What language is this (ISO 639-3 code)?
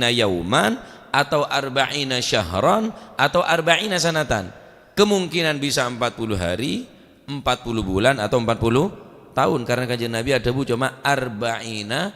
mad